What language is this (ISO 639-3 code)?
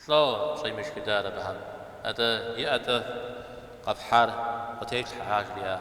kbd